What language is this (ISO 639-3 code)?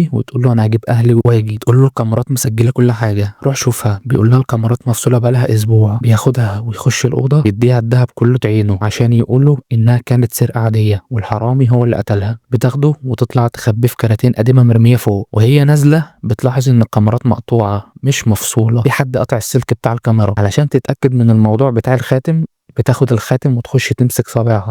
arz